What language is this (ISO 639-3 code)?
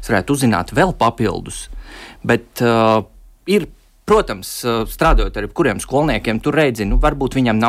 lav